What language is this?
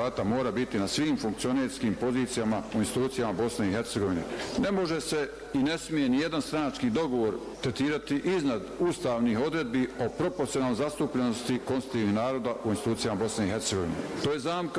Bosnian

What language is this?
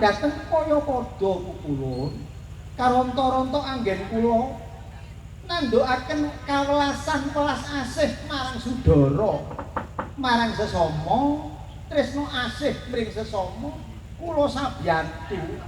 Javanese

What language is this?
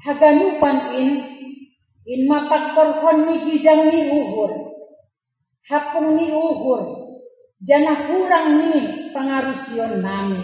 Batak Simalungun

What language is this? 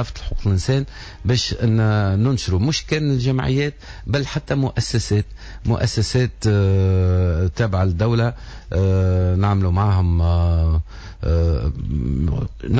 Tunisian Arabic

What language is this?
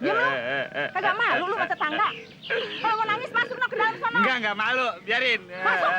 Betawi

